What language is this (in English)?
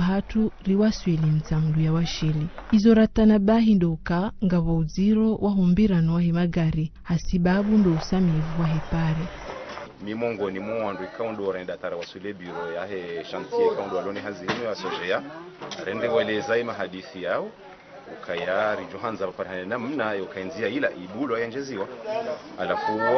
Ngazidja Comorian